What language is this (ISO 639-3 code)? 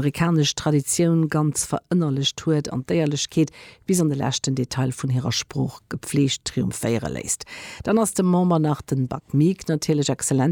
ltz